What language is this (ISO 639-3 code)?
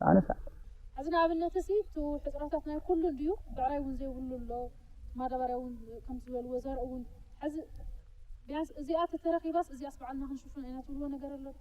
tir